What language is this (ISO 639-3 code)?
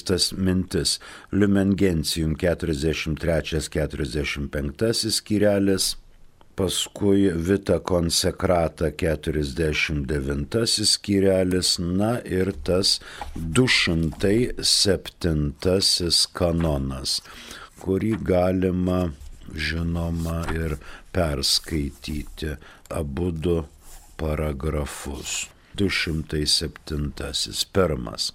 lit